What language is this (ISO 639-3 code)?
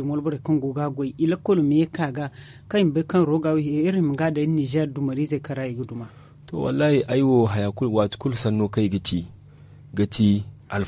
dje